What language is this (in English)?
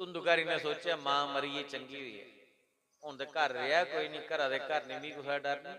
Dogri